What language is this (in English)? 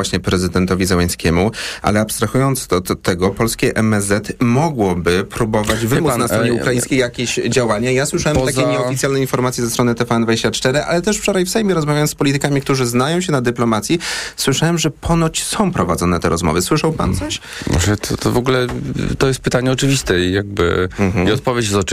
Polish